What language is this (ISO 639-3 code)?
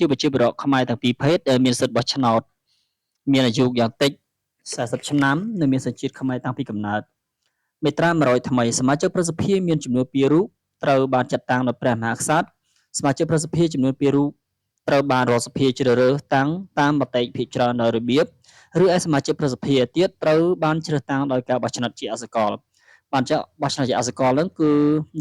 khm